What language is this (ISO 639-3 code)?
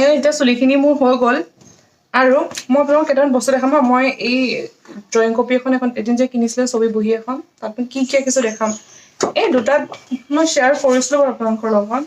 asm